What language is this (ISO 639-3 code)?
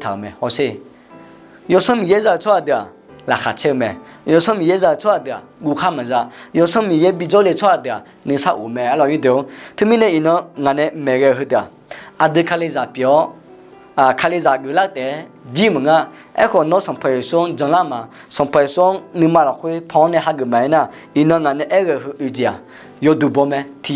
ahk